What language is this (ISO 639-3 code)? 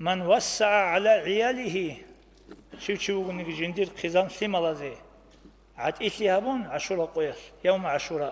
ava